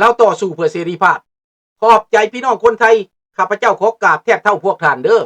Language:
Lao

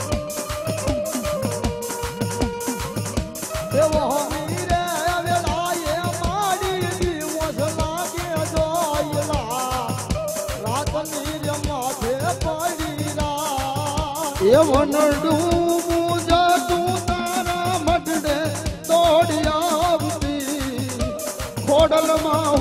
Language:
Gujarati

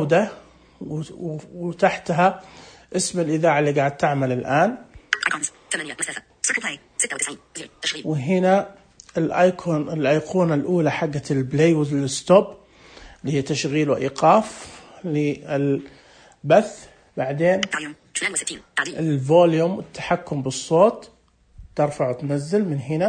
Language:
Najdi Arabic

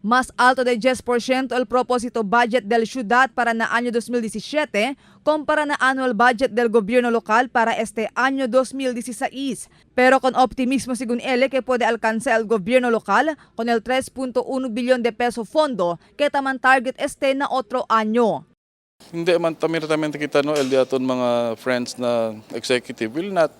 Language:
Chavacano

